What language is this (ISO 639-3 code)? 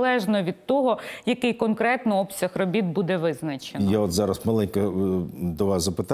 ukr